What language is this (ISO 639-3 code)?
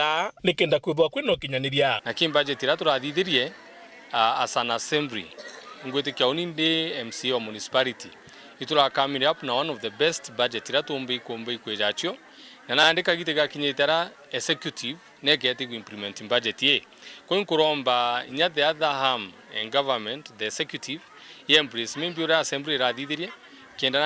mer